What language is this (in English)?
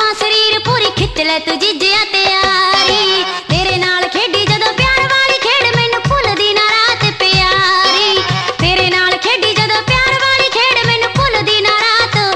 Punjabi